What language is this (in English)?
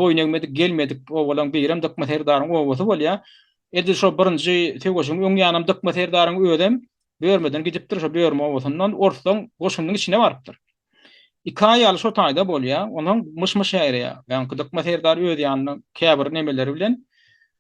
Turkmen